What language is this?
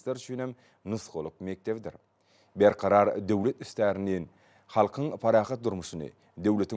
Turkmen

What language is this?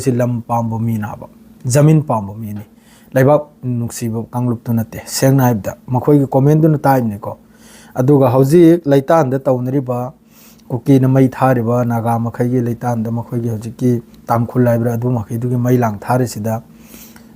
Manipuri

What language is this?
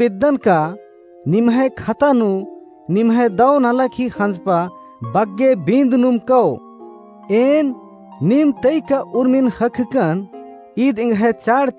Kurukh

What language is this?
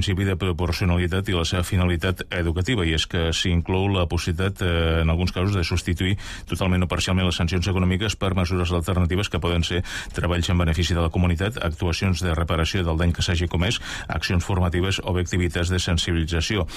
Catalan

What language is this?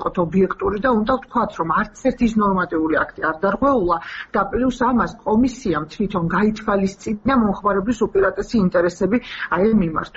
Georgian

